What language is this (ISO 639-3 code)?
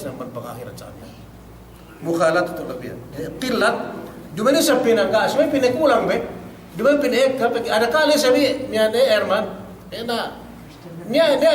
yka